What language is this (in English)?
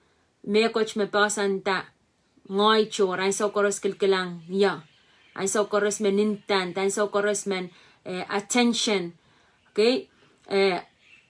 Pohnpeian